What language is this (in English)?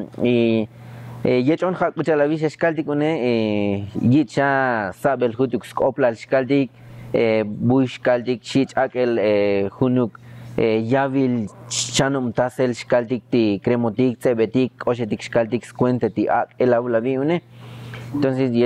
Tzotzil